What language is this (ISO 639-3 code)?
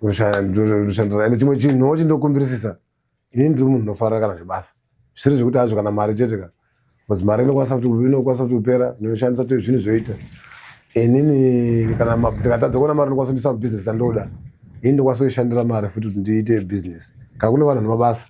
sna